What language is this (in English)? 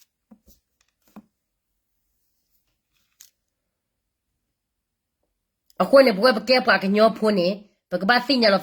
S'gaw Karen